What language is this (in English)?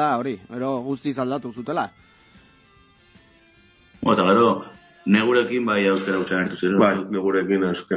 Basque